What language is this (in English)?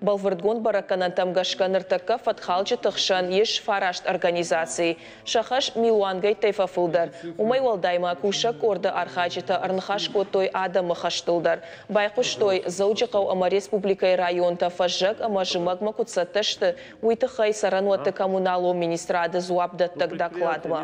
Ossetic